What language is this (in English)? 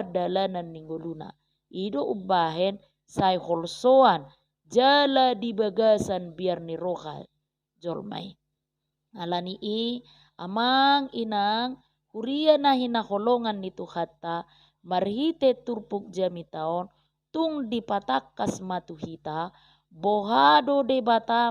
Batak Toba